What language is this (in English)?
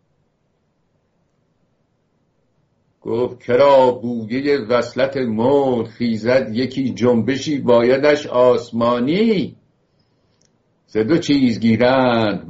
Persian